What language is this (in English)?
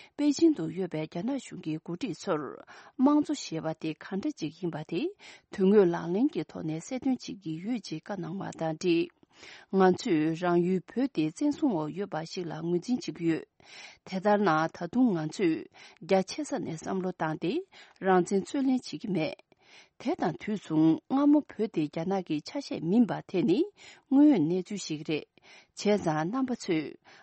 Tibetan